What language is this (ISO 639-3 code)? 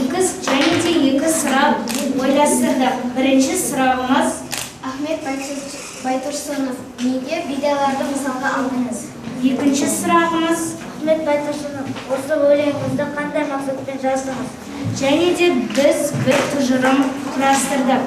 kaz